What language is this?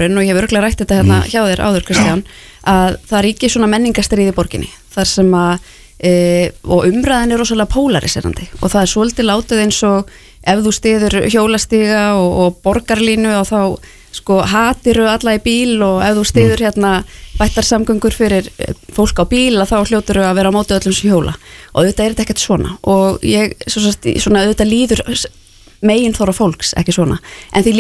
Icelandic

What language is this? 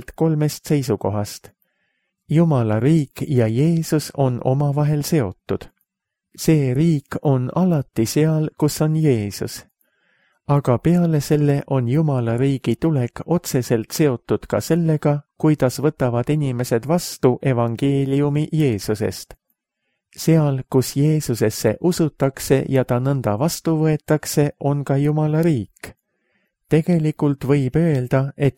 Estonian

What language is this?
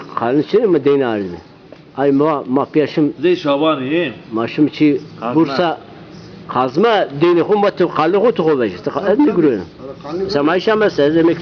Zaza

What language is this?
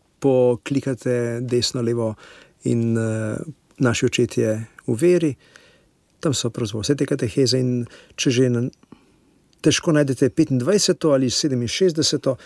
Slovenian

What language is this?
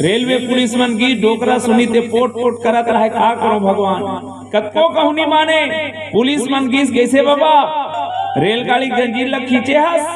Chhattisgarhi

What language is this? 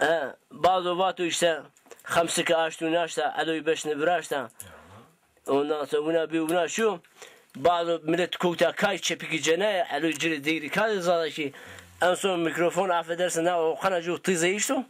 Zaza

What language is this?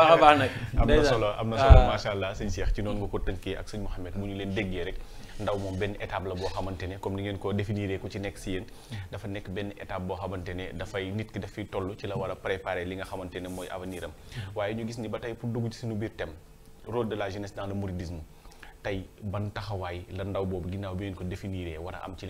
Wolof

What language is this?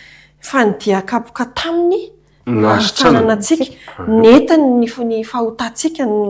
Malagasy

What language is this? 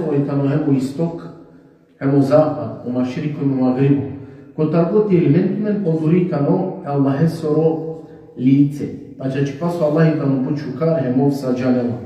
Balkan Romani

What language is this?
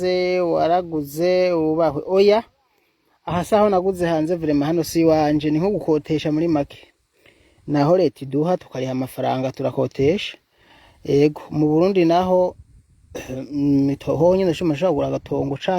Rundi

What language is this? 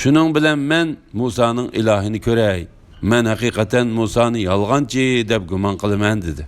Uyghur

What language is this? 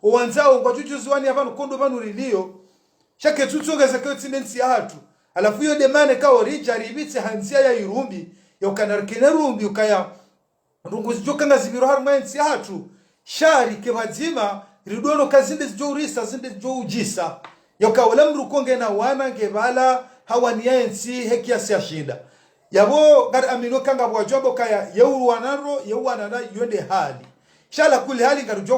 Ngazidja Comorian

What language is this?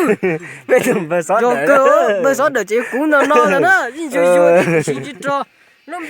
Hmong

